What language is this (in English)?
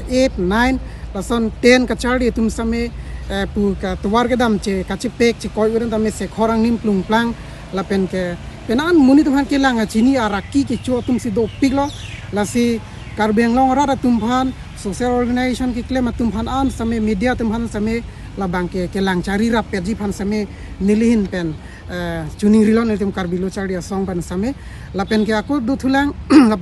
Karbi